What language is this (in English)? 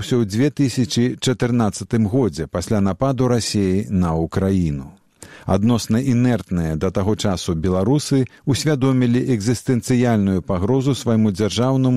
Belarusian